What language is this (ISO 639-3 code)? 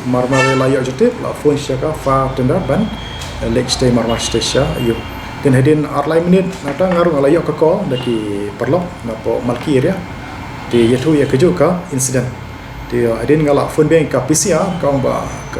kha